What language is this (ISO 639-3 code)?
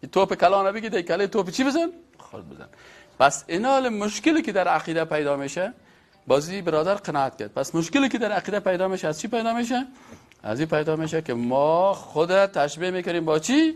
fas